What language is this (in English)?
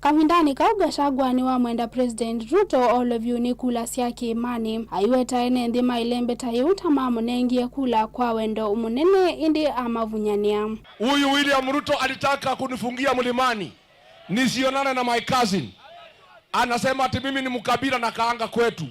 Kamba